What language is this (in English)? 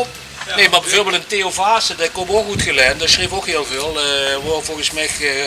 Limburgish